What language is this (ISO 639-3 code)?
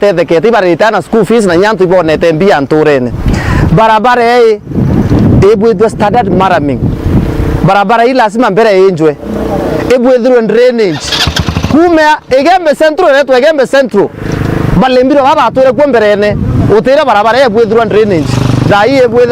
mer